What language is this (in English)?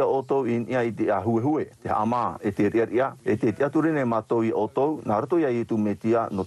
Tahitian